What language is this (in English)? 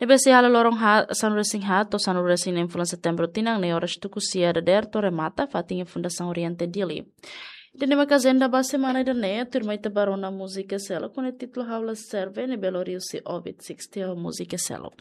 Tetum